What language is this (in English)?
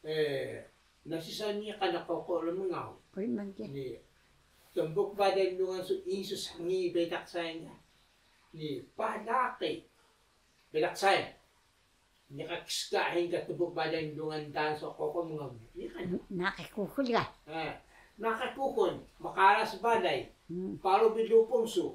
Taroko